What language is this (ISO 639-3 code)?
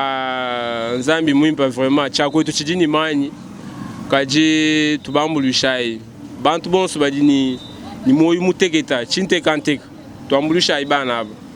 lua